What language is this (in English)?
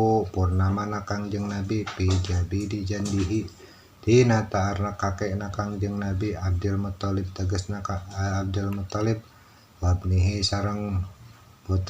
Sundanese